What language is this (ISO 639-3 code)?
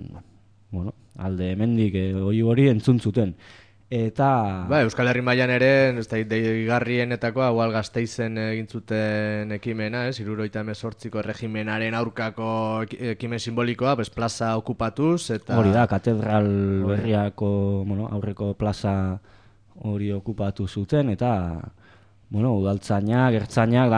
eus